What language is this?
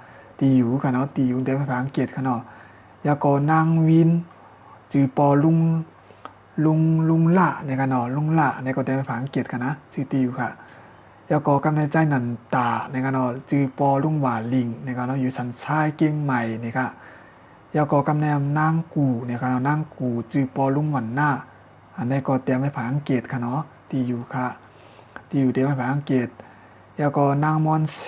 Shan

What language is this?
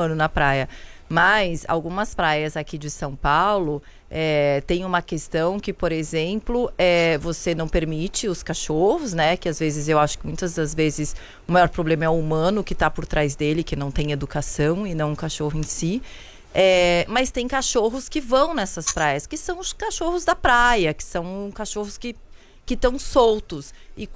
Portuguese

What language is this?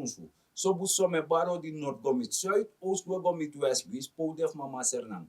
Sranan Tongo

